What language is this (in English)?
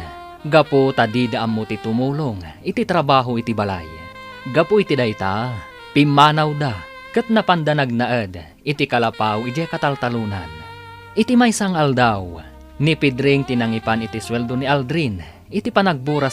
Iloko